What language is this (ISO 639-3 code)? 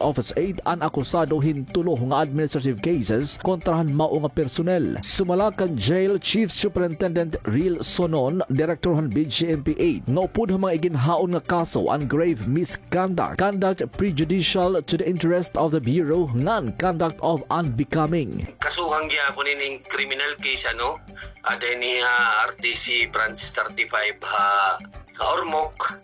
war